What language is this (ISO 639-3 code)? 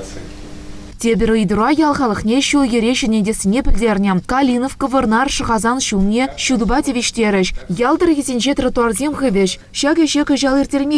chv